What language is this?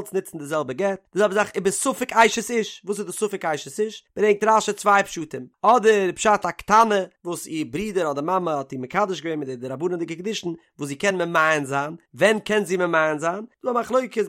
Yiddish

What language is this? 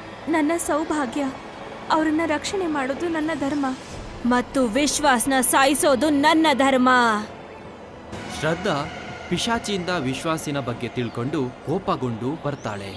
Kannada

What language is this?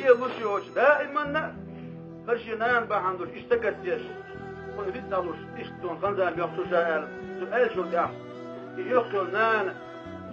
Chechen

